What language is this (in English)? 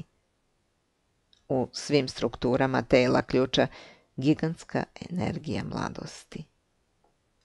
Serbian